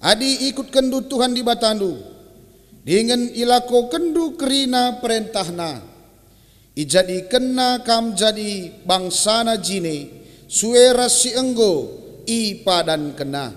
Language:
Batak Karo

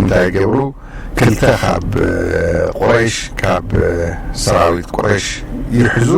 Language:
Tigrinya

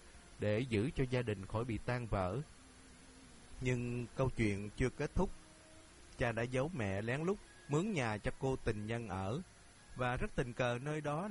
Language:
Vietnamese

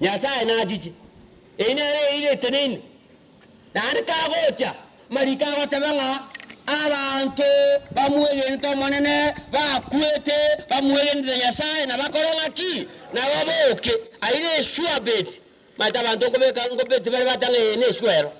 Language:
Gusii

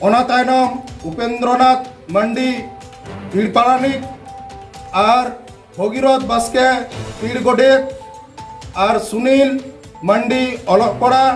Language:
Santali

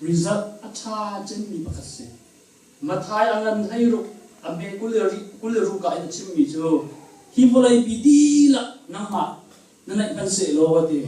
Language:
Hakha Chin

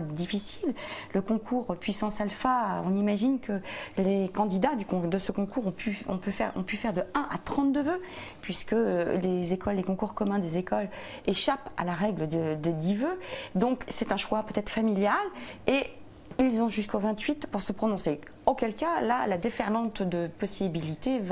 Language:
French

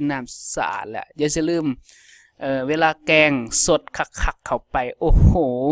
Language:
Lao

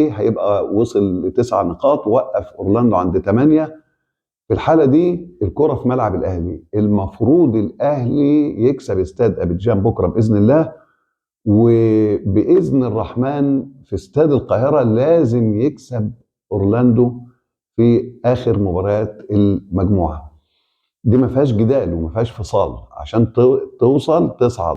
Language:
Egyptian Arabic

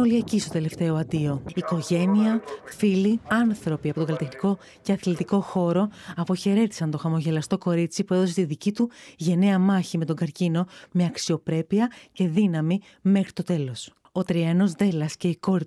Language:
Greek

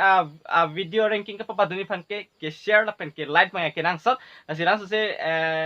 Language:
Karbi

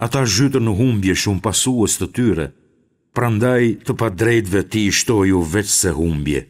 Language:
Albanian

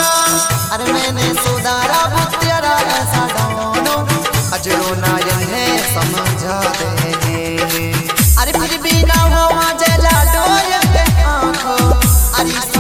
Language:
Haryanvi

